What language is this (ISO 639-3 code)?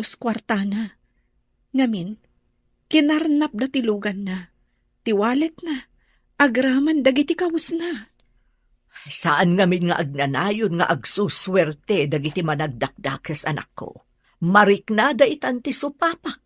ilo